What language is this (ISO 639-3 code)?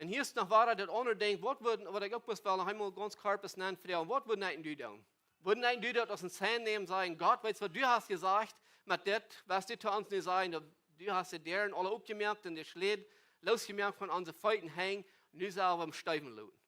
pdt